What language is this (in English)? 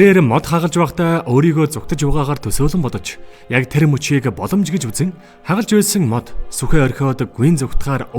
Mongolian